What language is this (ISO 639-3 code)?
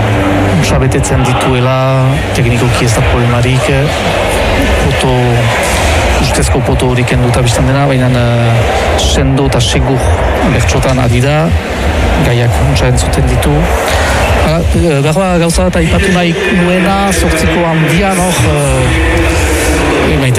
eus